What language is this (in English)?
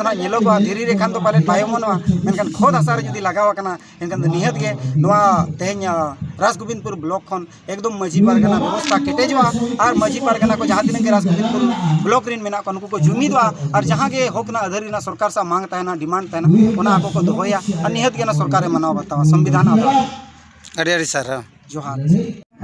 Santali